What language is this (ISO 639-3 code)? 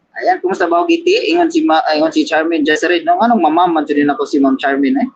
ceb